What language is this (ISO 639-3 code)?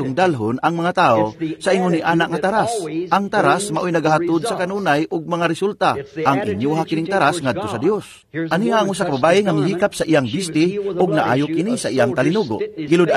ceb